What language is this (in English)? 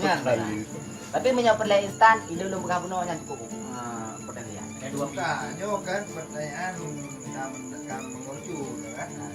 Achinese